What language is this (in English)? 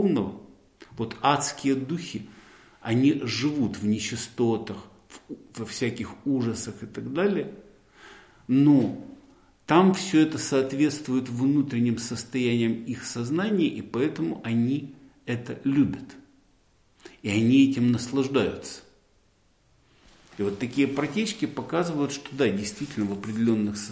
Russian